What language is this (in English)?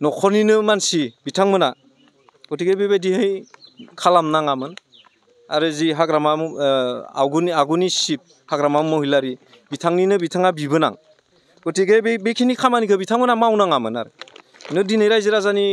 Bodo